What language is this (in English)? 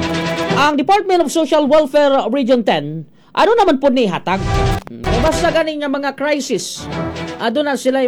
Cebuano